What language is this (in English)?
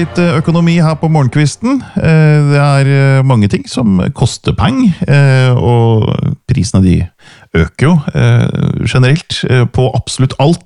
Norwegian